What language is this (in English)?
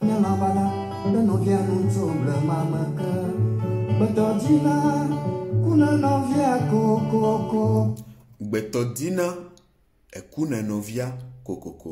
Ewe